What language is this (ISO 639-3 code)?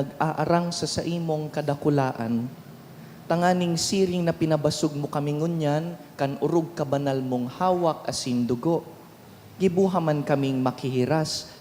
bik